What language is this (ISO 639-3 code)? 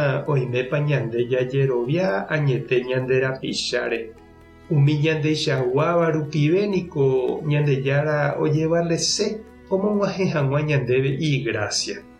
grn